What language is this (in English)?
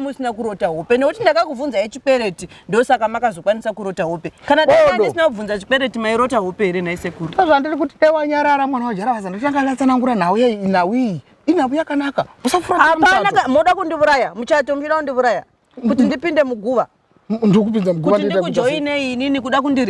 Shona